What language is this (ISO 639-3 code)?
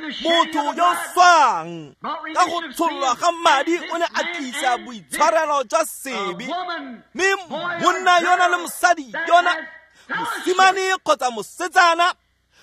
tsn